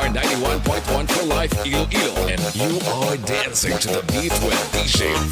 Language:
Hiligaynon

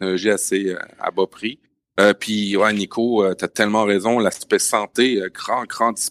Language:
French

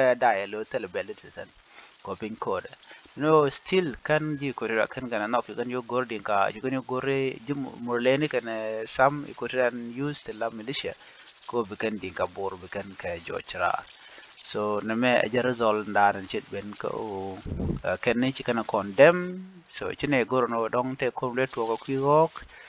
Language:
Nuer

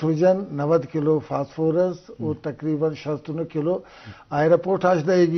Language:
Eastern Balochi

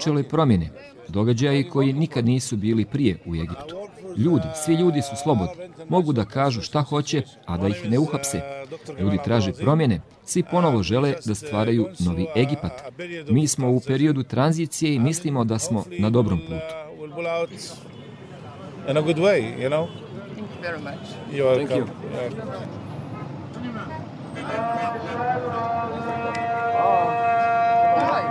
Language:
Bosnian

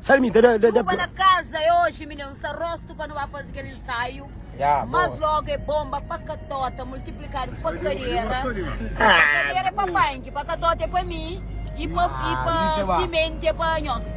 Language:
Kabuverdianu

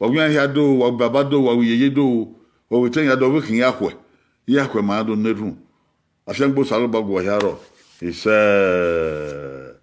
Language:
Bini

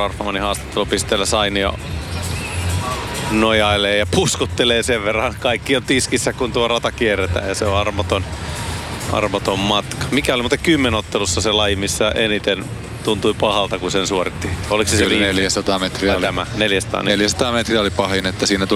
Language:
Finnish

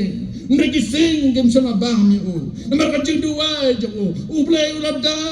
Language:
Khasi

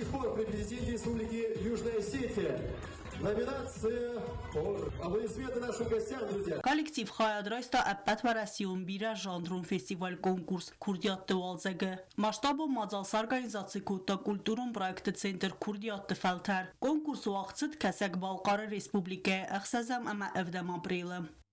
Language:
Ossetic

